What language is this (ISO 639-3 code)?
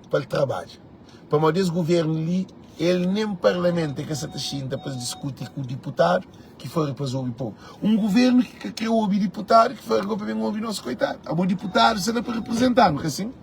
kea